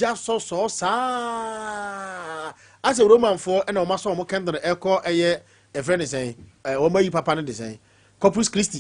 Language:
Akan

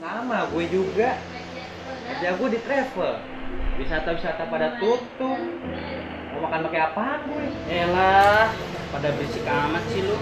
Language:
Betawi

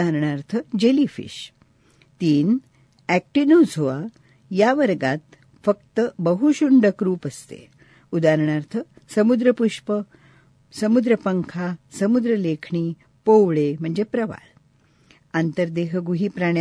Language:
Marathi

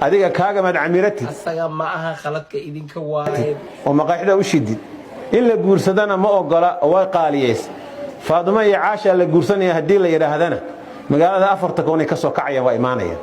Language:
Somali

